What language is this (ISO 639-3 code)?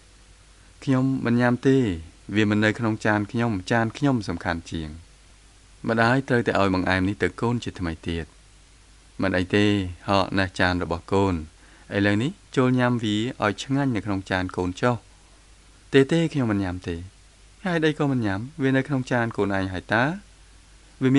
khm